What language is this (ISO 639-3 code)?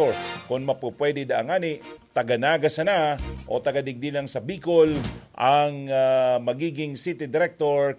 bik